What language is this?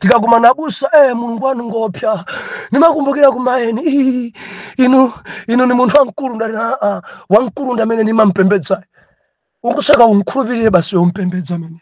Nyanja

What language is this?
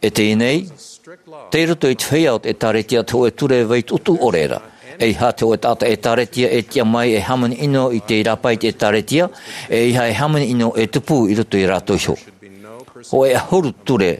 Tahitian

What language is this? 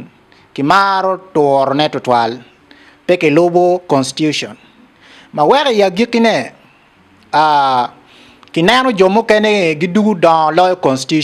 Acoli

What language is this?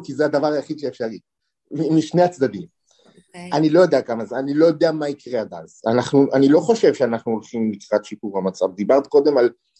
Hebrew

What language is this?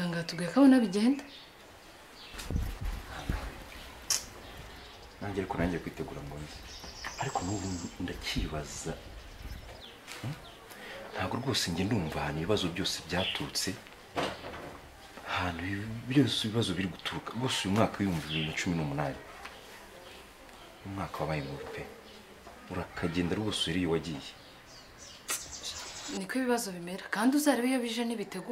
Kinyarwanda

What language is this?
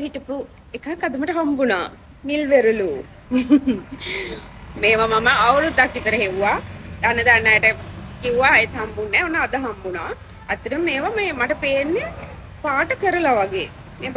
Sinhala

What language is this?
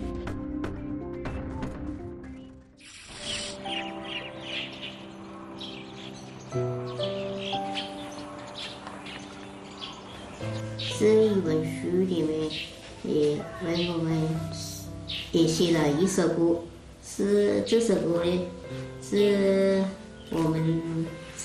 Chinese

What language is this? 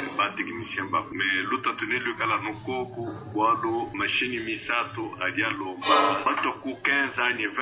Luba-Lulua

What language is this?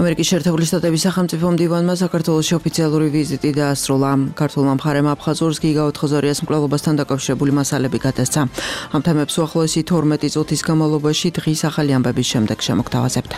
Georgian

